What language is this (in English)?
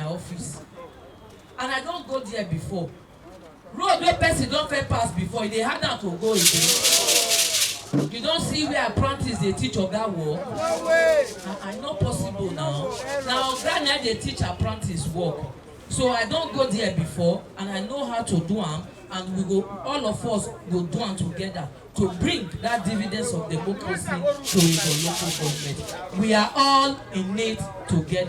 Nigerian Pidgin